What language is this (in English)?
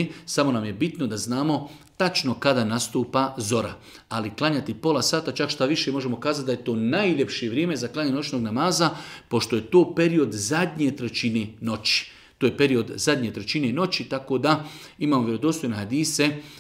Bosnian